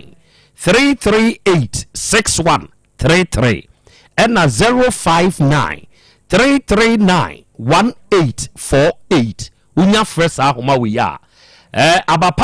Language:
Akan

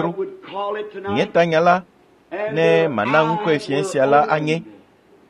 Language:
Ewe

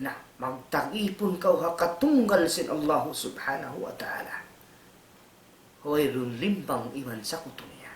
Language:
Tausug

